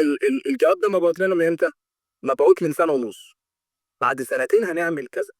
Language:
Egyptian Arabic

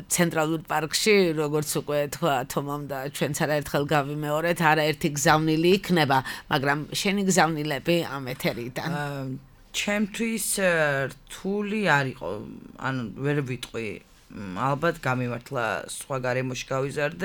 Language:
Georgian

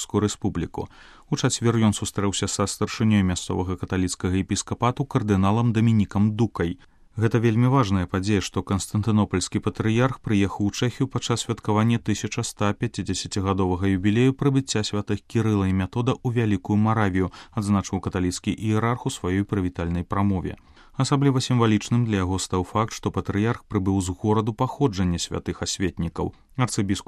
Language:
Belarusian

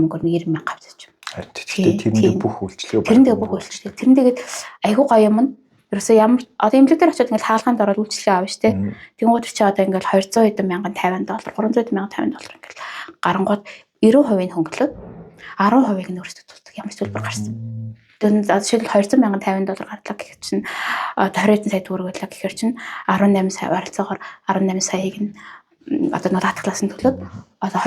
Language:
Mongolian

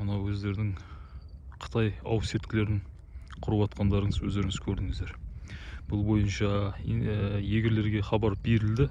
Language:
Kazakh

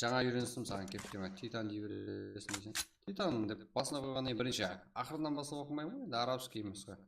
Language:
Kara-Kalpak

